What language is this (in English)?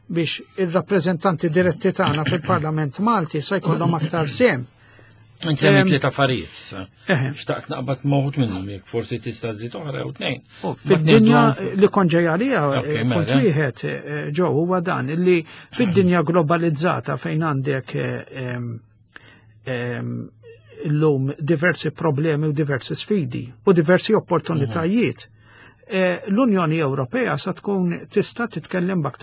Maltese